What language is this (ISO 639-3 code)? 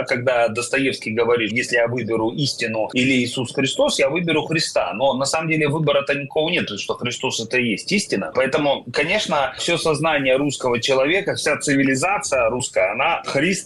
rus